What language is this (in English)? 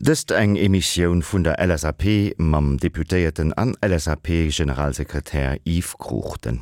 Luxembourgish